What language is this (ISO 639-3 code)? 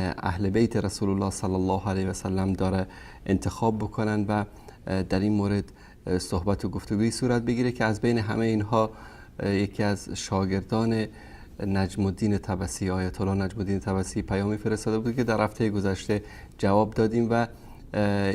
fas